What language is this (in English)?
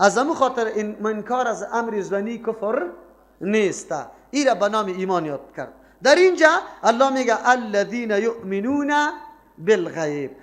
Persian